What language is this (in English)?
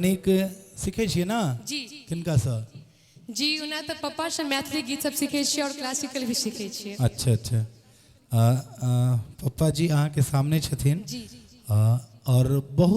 Maithili